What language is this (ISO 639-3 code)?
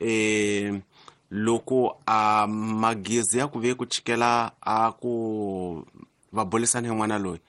tso